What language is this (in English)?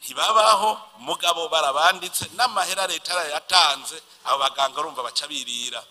Rundi